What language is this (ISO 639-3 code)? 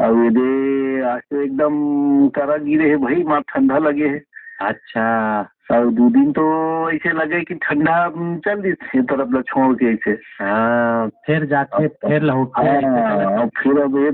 hne